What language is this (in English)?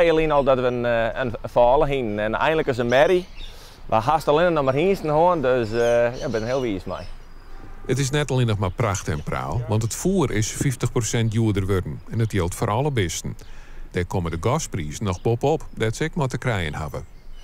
Western Frisian